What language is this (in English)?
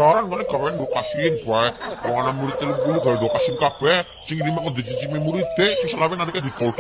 Javanese